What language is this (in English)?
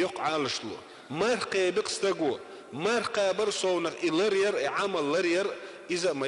Chechen